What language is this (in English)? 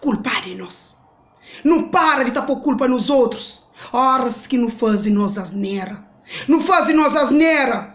Kabuverdianu